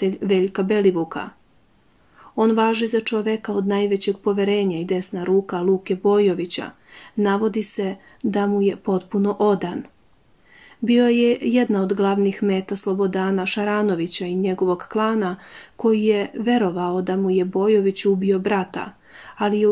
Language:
Serbian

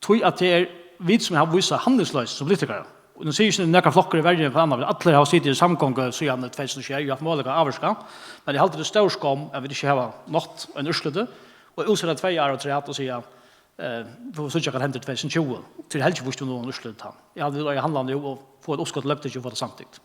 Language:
Faroese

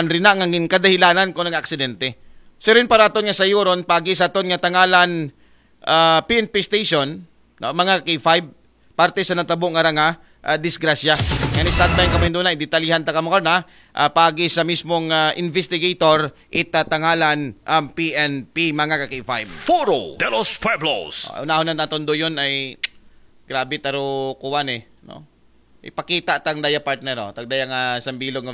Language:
Aklanon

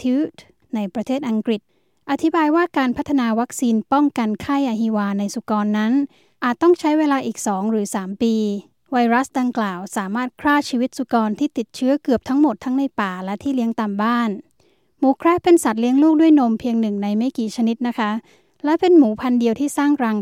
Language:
Thai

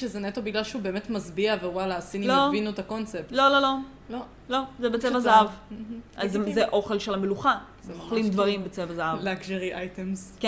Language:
Hebrew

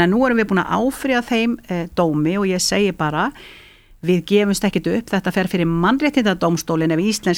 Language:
Icelandic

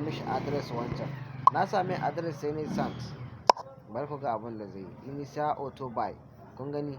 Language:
Hausa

